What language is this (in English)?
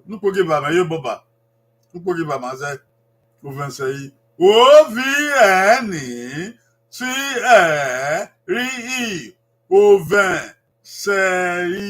Bini